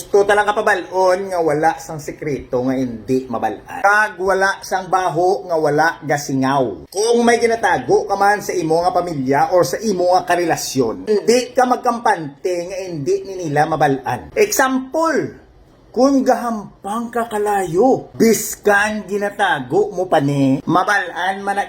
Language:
Hiligaynon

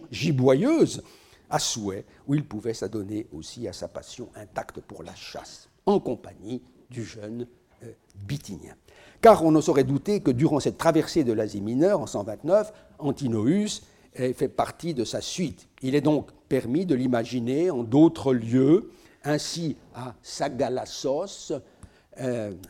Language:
French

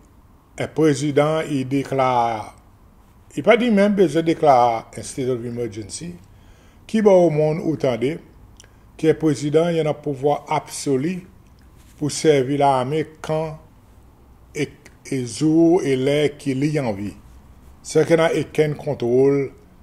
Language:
Seselwa Creole French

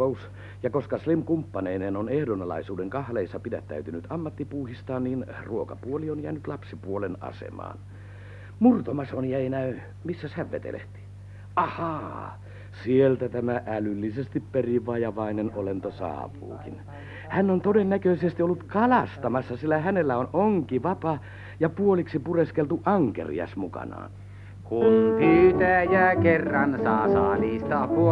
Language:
Finnish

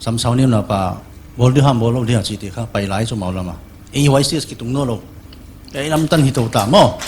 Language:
Paite Chin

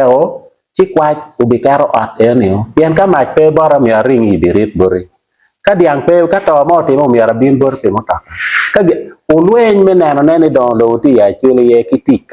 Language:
Acoli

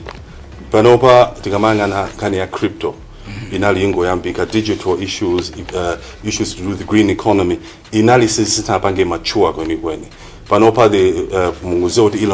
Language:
Nyanja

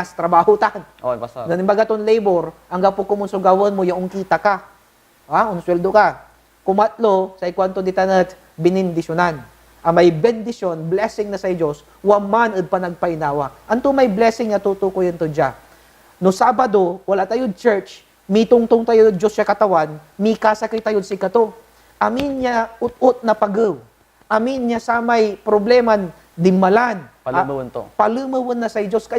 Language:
Pangasinan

